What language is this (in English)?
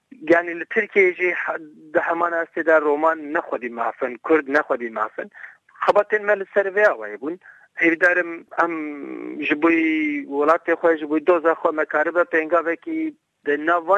Kurdish